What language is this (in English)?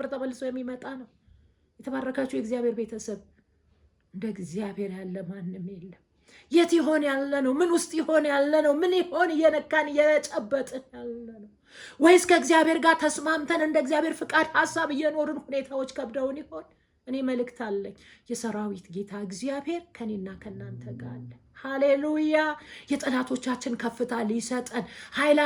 Amharic